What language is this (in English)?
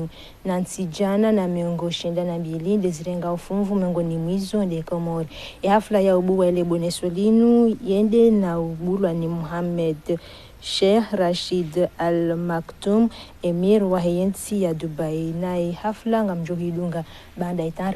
Ngazidja Comorian